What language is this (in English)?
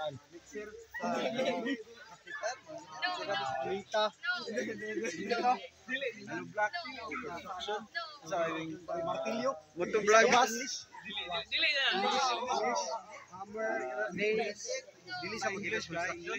Cebuano